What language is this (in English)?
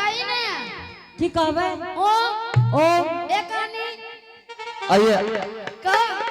Angika